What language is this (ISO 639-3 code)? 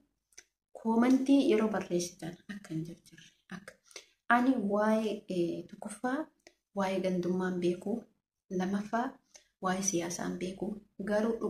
orm